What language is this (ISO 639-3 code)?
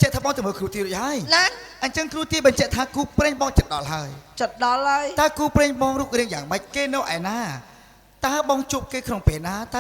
khm